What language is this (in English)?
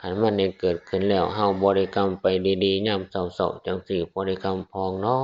Northeastern Thai